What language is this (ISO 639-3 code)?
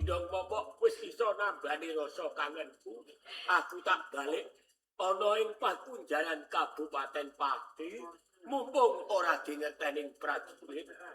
jav